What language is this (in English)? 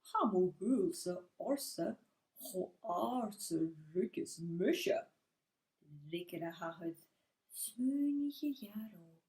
Scottish Gaelic